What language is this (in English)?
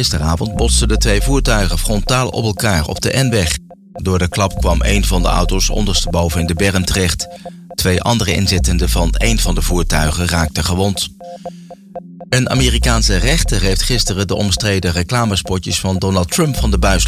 Dutch